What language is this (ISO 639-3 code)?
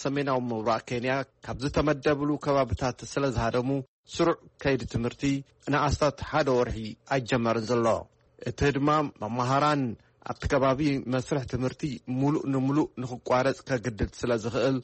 tir